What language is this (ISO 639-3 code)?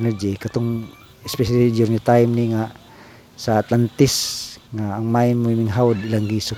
ceb